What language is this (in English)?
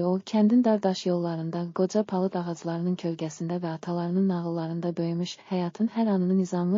Azerbaijani